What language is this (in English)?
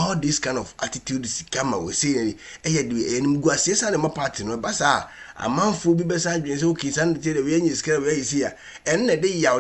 Akan